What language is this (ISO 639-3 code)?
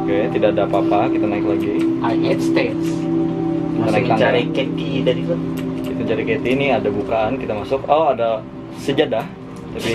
bjn